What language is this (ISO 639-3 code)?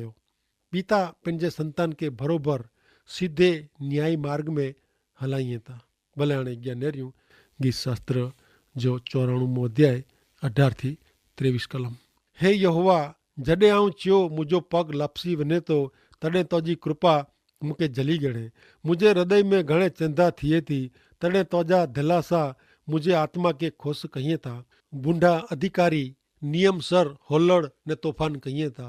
kfr